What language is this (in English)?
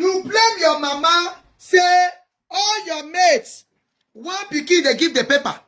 Nigerian Pidgin